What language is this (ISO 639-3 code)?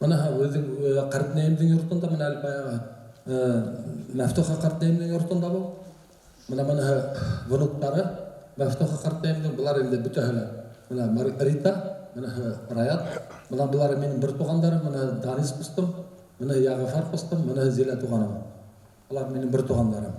bak